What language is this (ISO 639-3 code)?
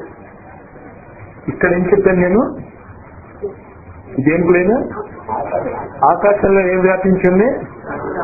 tel